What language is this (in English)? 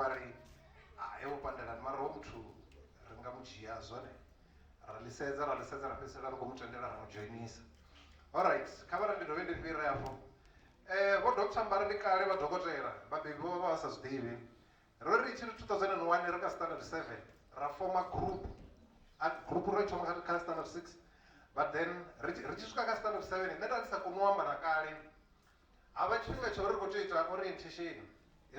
Venda